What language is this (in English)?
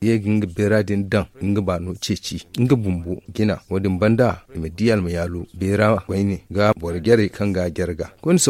Zarma